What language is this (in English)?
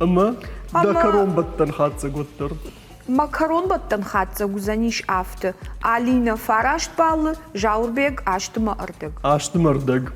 Ossetic